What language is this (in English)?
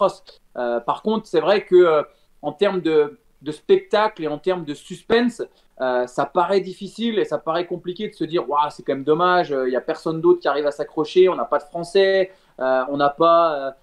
French